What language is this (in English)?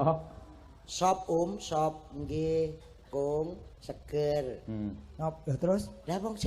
Javanese